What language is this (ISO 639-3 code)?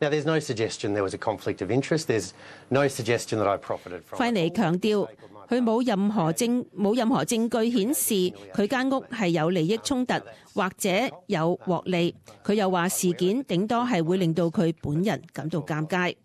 yue